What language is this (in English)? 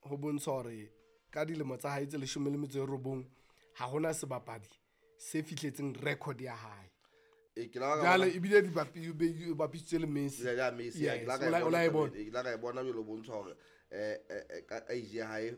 Southern Sotho